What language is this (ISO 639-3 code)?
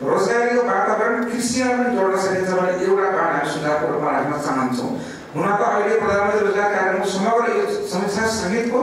nep